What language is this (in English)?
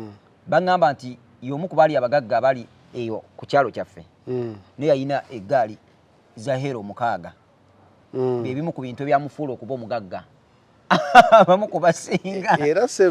Ganda